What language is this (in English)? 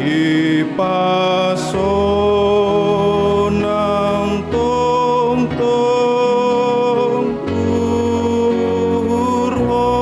Batak Simalungun